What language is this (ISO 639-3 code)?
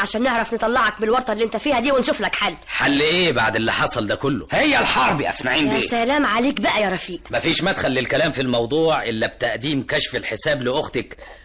arz